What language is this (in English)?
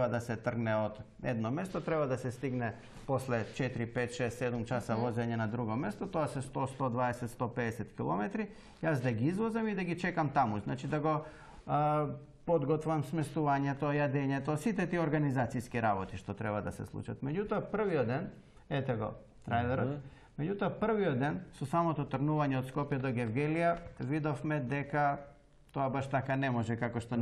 Macedonian